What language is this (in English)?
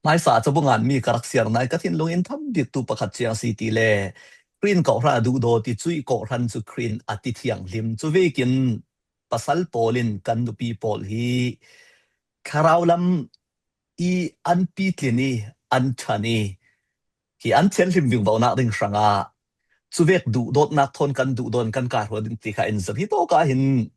Falam Chin